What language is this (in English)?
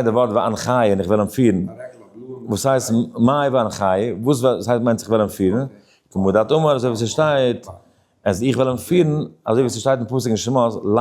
Yiddish